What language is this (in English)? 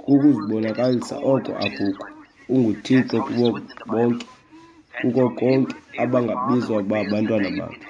Xhosa